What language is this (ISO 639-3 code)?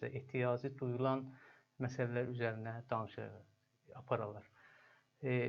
azb